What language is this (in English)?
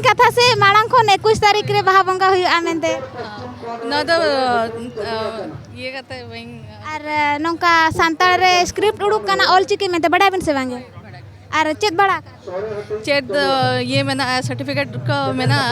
Santali